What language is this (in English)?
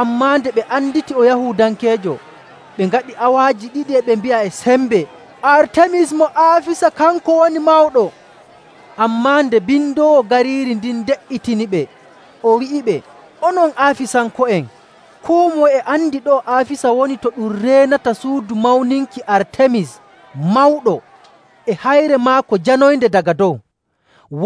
Nigerian Fulfulde